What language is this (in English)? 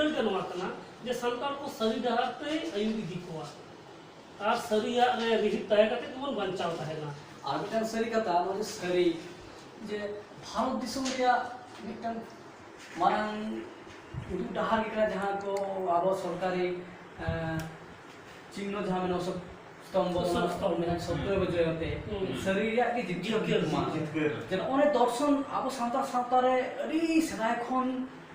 Santali